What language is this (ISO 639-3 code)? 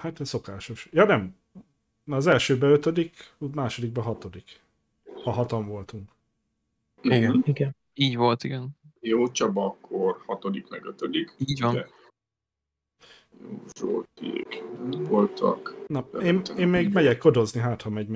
hun